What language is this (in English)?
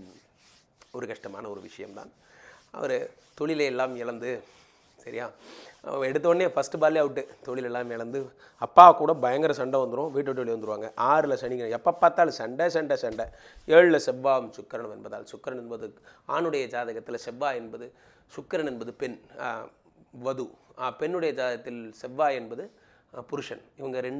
Tamil